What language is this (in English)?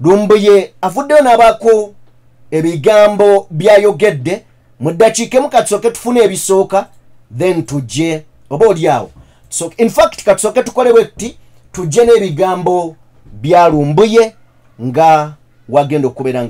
Ganda